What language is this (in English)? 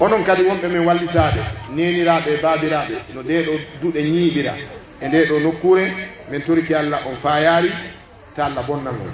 Pular